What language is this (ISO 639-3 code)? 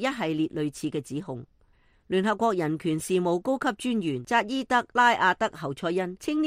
yue